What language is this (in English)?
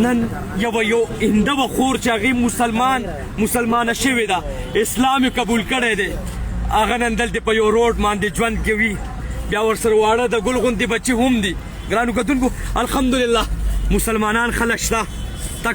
Pashto